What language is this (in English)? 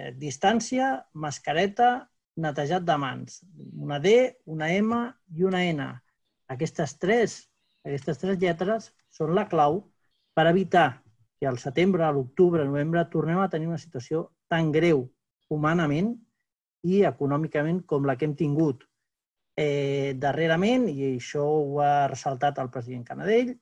Catalan